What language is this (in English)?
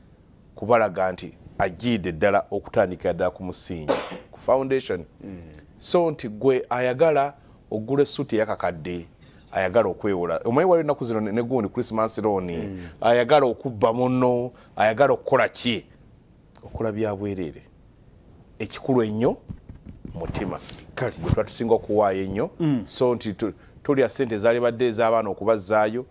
Ganda